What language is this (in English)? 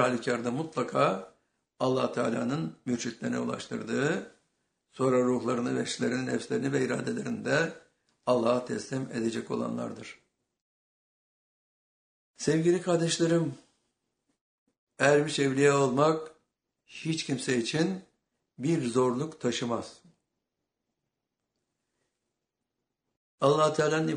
Turkish